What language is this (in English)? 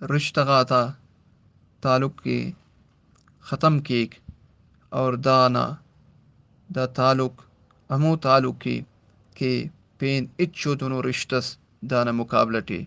Brahui